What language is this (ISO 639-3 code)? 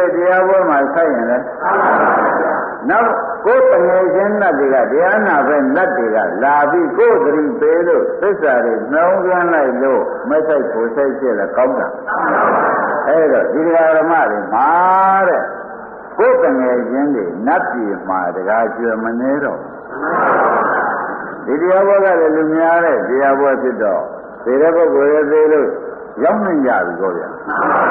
mya